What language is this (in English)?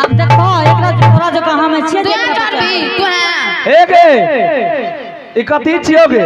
Angika